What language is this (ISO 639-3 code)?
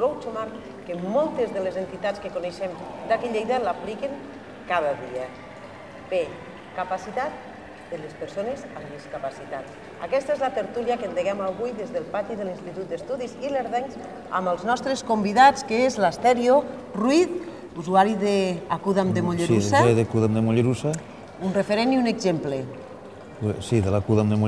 cat